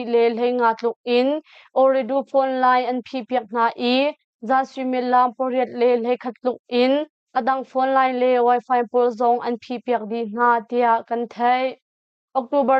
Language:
Hakha Chin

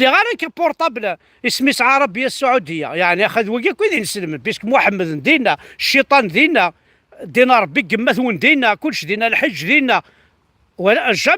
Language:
Kabyle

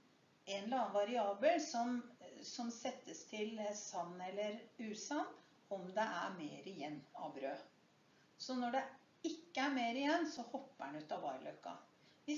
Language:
Norwegian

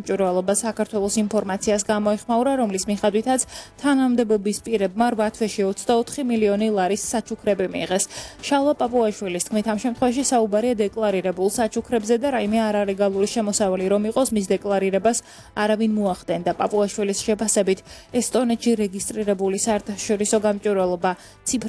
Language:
Georgian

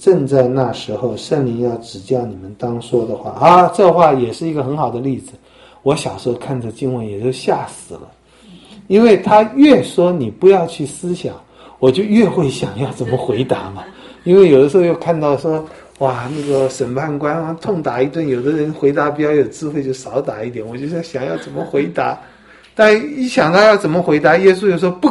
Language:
Chinese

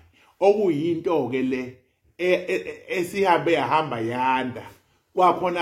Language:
Zulu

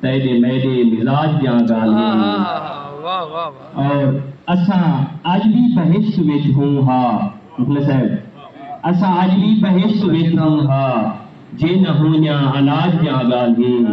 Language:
Saraiki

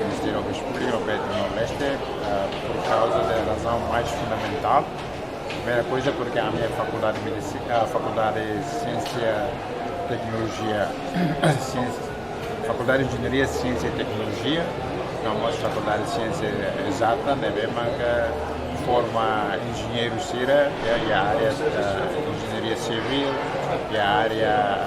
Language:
Tetum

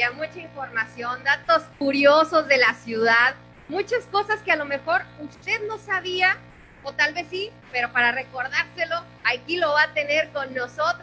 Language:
Spanish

